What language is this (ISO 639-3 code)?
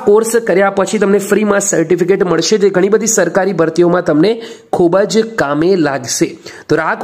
guj